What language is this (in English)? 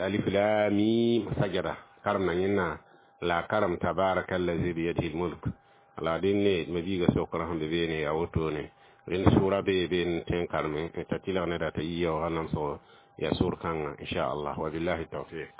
Mossi